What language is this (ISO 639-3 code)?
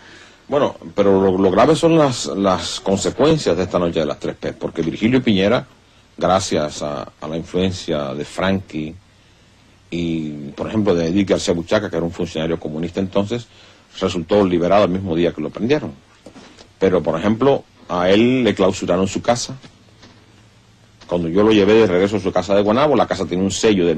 spa